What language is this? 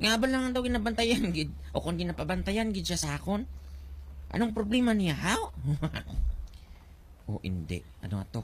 Hiligaynon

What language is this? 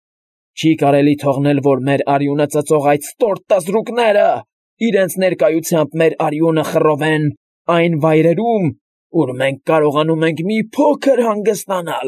Armenian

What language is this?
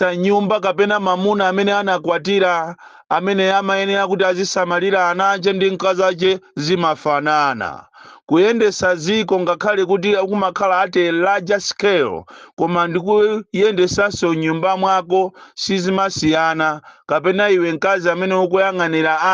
Nyanja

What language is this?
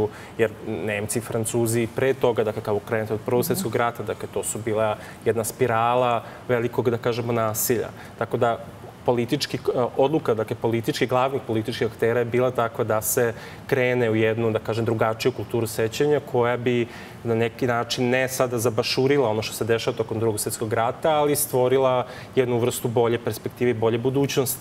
Serbian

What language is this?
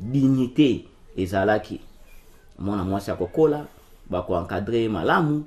Lingala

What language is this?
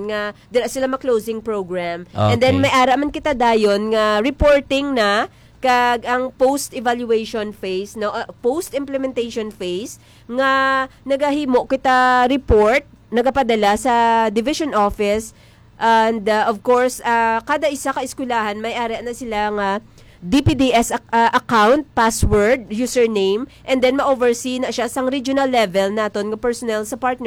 Hiligaynon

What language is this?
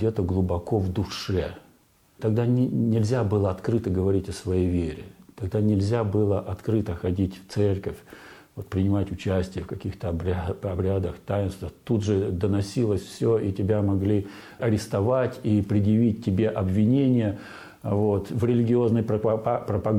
Russian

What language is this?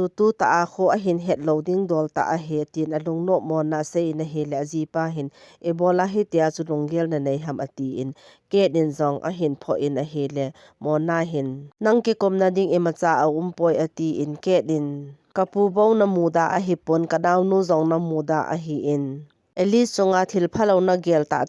Thado Chin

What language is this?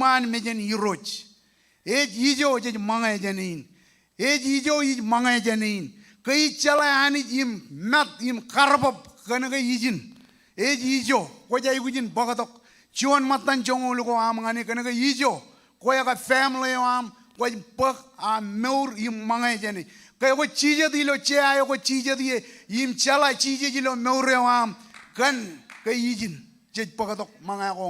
Marshallese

